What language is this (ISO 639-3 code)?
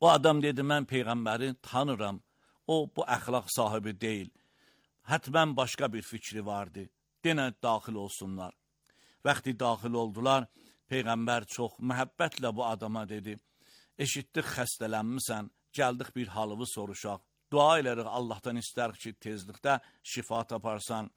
aze